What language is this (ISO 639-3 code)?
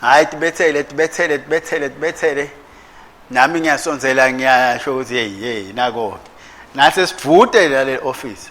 ssw